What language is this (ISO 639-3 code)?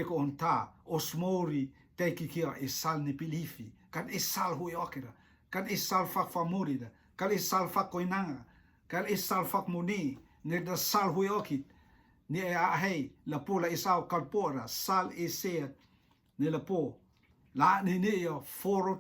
rtm